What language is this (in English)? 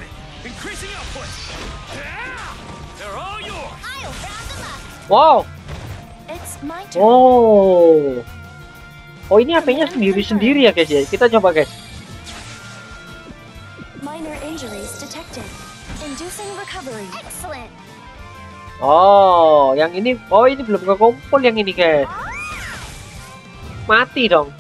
Indonesian